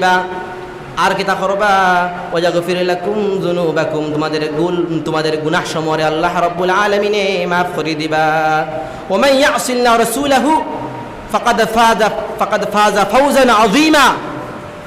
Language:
Sylheti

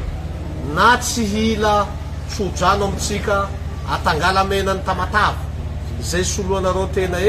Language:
Malagasy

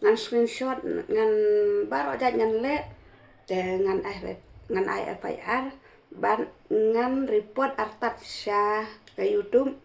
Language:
Khasi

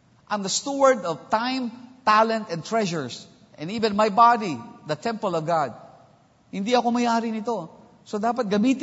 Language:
Filipino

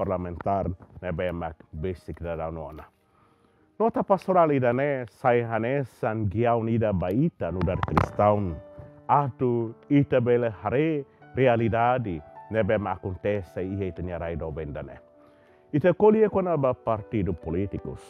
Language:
Tetum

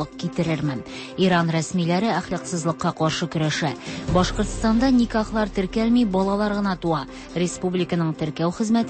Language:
Tatar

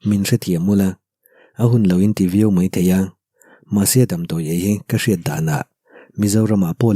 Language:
Mizo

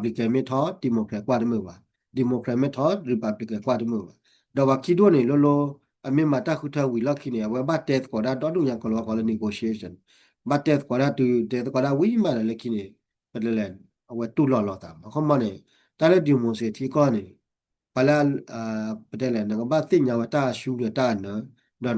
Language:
S'gaw Karen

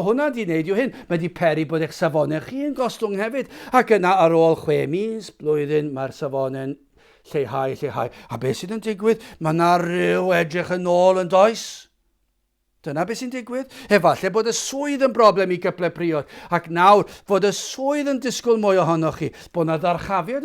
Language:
Welsh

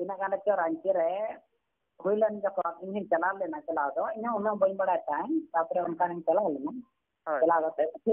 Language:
Santali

